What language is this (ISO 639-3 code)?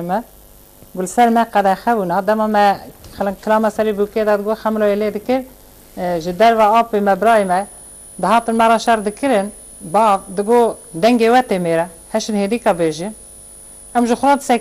kur